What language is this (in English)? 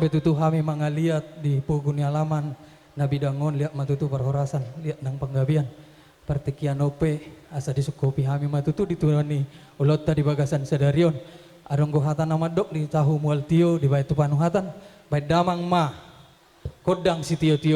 Batak Toba